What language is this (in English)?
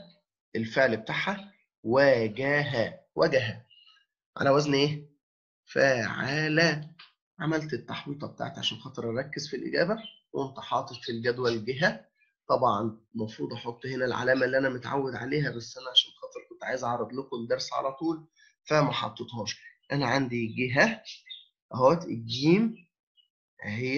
Egyptian Arabic